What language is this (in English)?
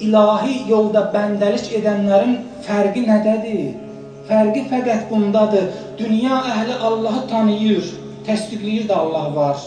Azerbaijani